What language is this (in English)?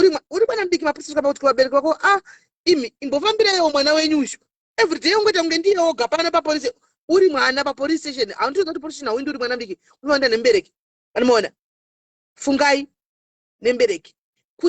Shona